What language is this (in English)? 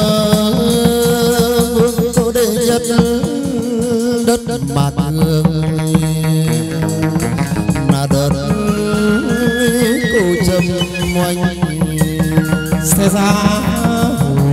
Vietnamese